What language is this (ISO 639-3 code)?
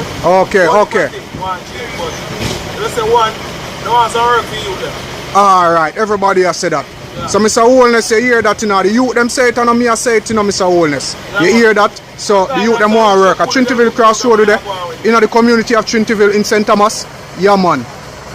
jam